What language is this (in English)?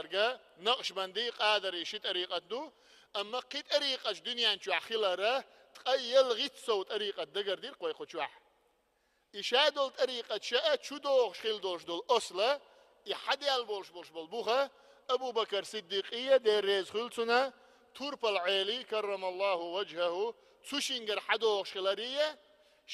Chechen